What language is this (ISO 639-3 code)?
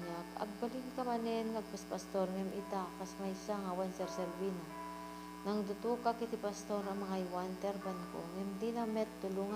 ilo